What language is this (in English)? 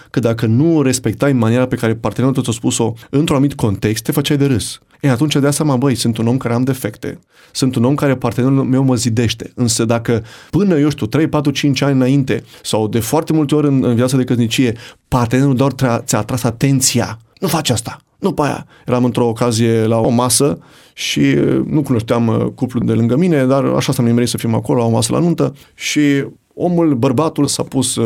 Romanian